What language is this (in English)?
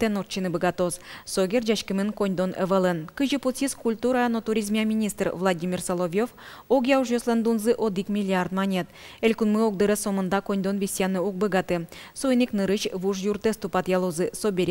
Udmurt